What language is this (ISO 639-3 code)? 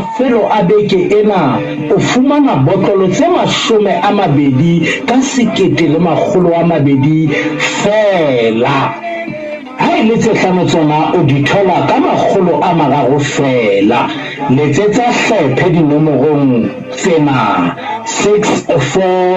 sot